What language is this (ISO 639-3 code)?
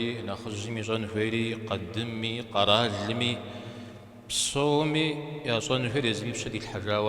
kbd